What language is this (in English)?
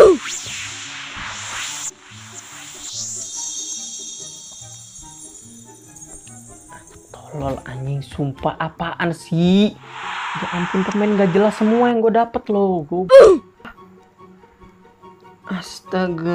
Indonesian